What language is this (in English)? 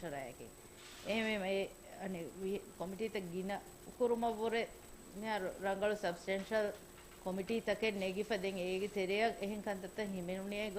Divehi